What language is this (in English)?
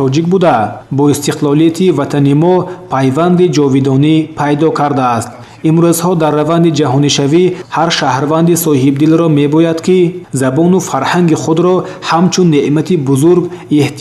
Tajik